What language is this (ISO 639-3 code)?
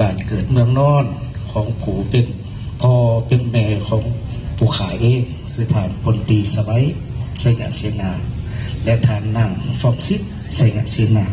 lao